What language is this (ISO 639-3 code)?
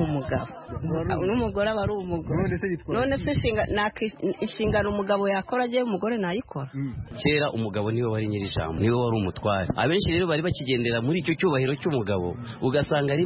kin